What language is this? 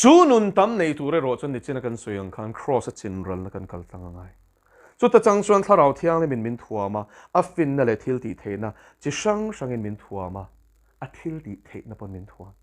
Mizo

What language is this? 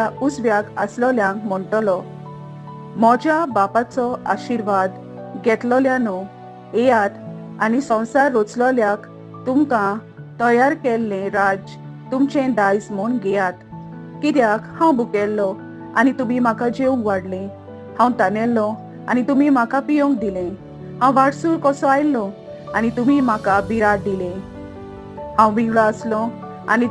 Konkani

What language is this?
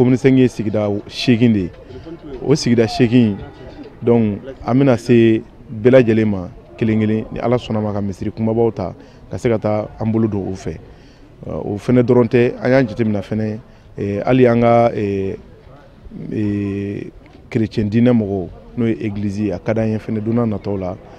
Bambara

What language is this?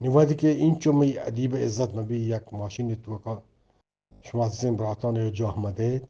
Eastern Balochi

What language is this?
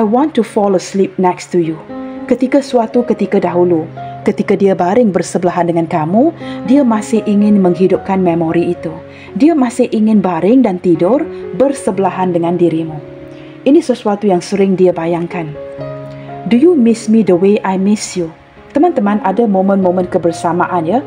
Malay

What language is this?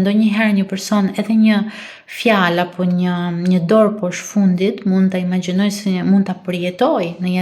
Albanian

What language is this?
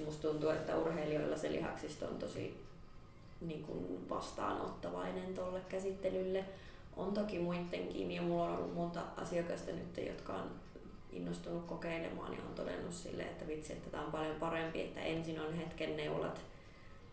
Finnish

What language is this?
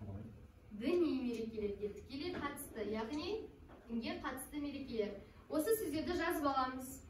Kazakh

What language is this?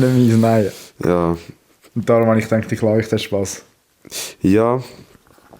Swiss German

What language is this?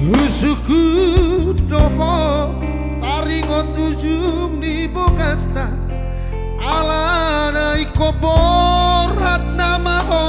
Batak Toba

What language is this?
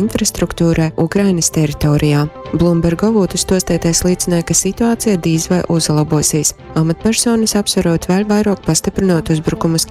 Latgalian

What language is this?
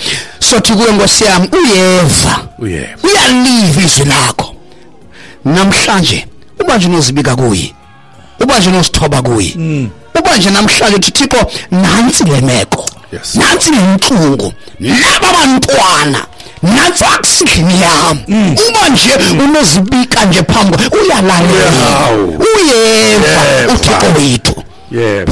Xhosa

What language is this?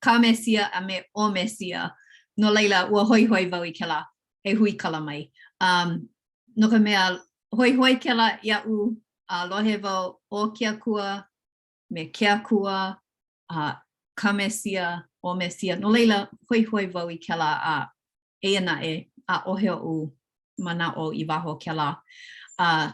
Hawaiian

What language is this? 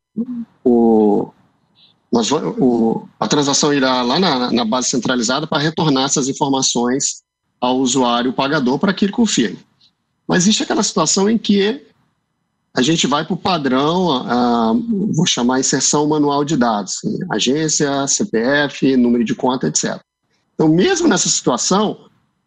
Portuguese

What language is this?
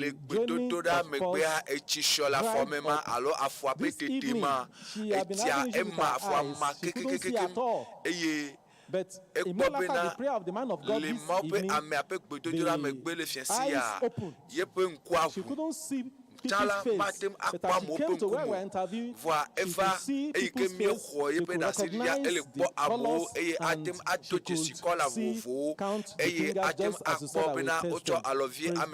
Ewe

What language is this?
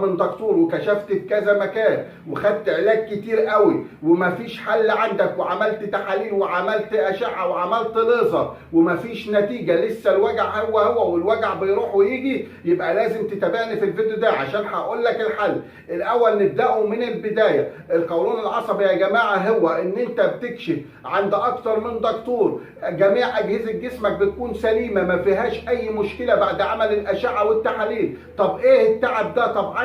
Egyptian Arabic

